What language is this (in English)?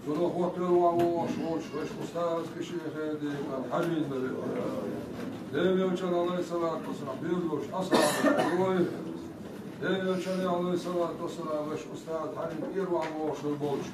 Chechen